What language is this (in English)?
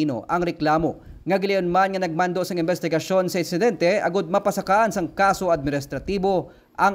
Hiligaynon